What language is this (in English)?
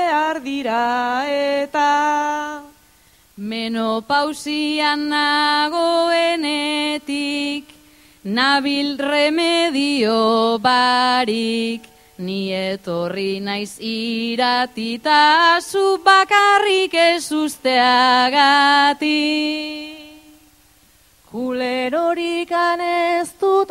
Basque